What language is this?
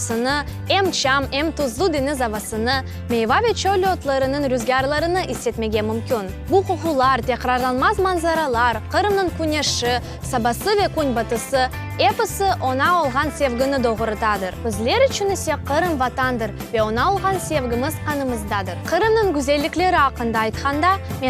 Crimean Tatar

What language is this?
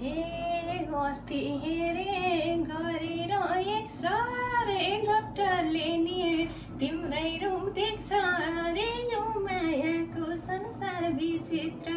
Nepali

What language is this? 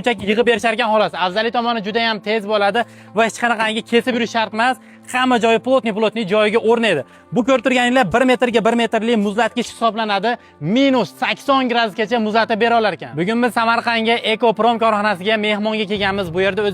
Uzbek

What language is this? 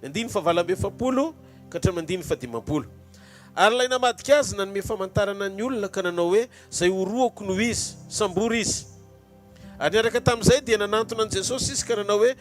Malagasy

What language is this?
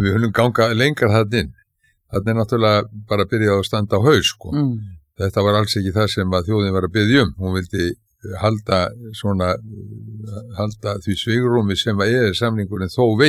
Icelandic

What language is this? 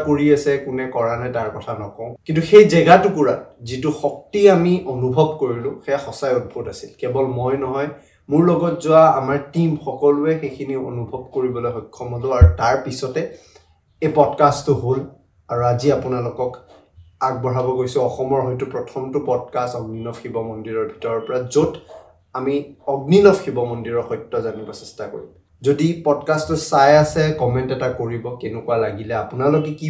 Assamese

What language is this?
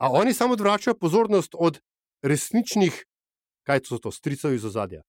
Slovenian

